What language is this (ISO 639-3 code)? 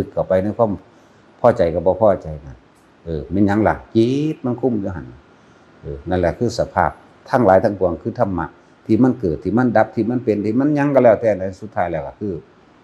tts